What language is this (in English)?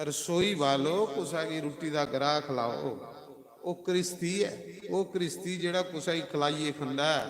Dogri